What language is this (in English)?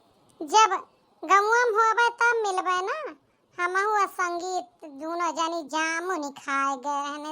Awadhi